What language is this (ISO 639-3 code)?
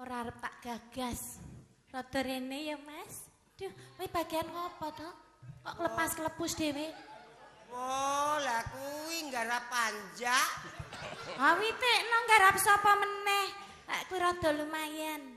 jav